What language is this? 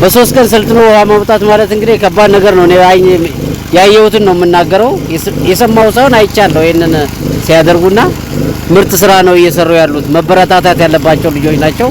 Amharic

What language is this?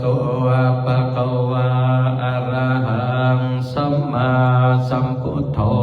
Pali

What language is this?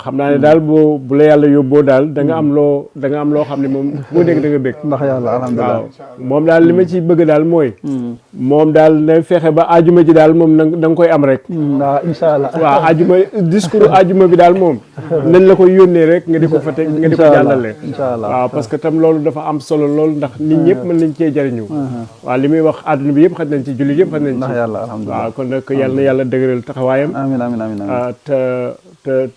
Wolof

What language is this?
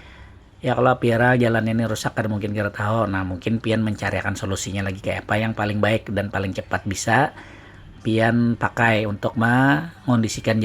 Banjar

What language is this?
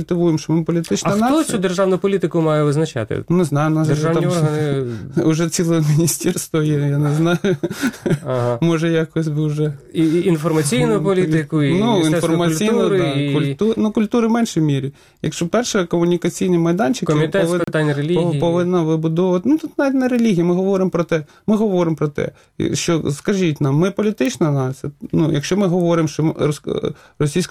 Ukrainian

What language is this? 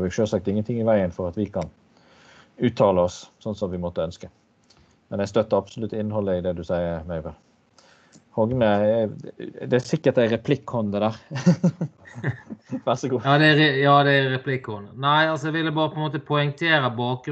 Norwegian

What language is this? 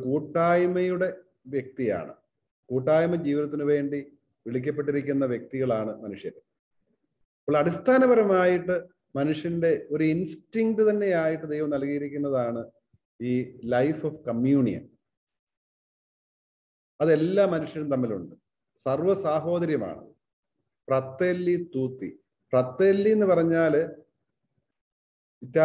Malayalam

